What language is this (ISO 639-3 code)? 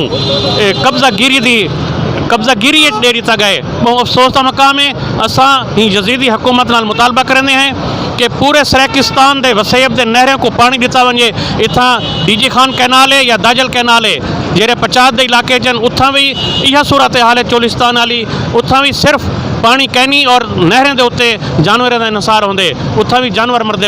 skr